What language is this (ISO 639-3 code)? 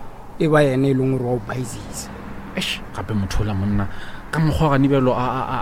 nso